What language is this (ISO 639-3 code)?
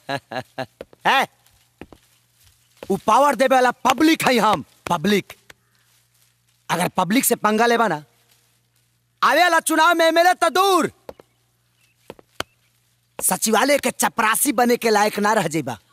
bho